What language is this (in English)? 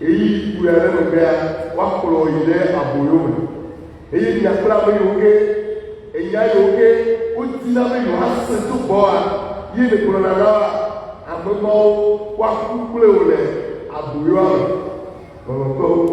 Ewe